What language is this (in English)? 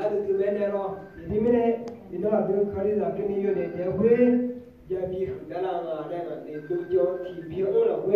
Akha